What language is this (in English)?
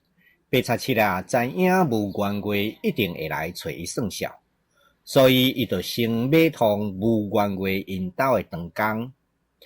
Min Nan Chinese